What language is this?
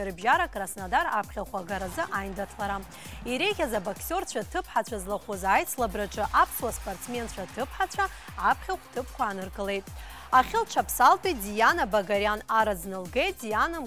Abkhazian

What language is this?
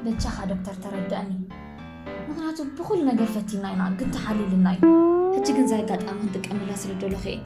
Tigrinya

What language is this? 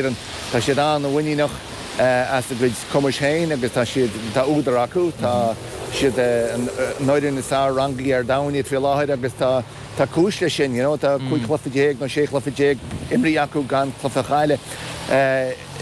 Irish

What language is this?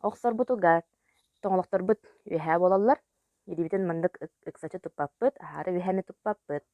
Yakut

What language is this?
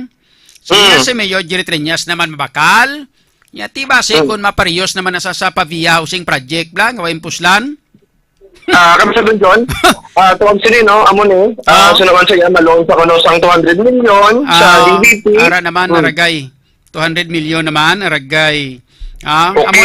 Hiligaynon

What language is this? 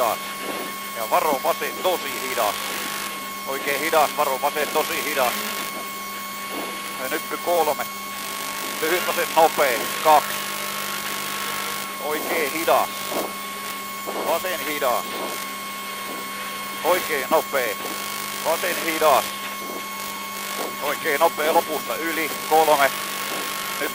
Finnish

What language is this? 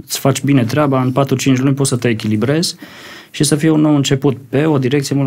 Romanian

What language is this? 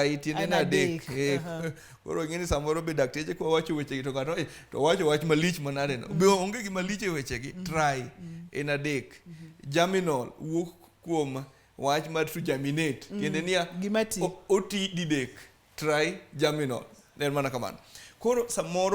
Luo (Kenya and Tanzania)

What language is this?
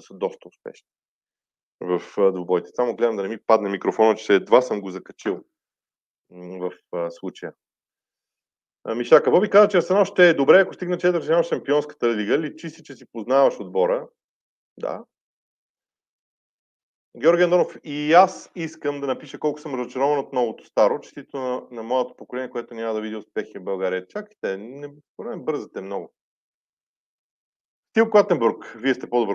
Bulgarian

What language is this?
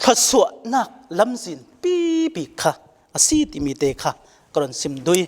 Falam Chin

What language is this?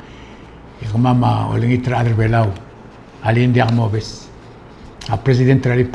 Palauan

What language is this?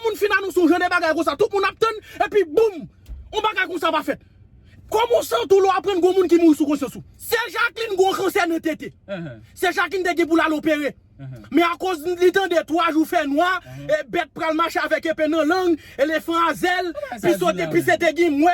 Haitian Creole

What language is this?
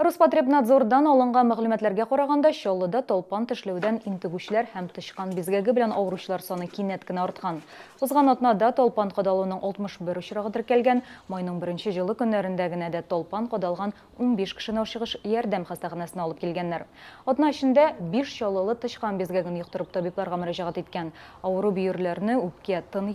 Tatar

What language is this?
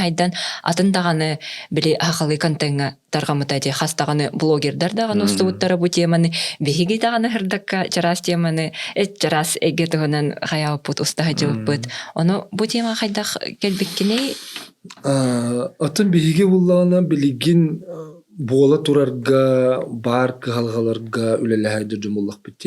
Yakut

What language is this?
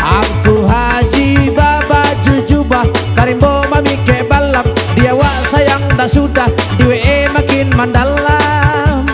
Minangkabau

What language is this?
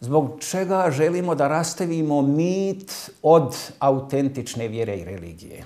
Bosnian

